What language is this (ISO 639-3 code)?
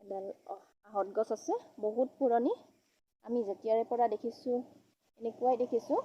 asm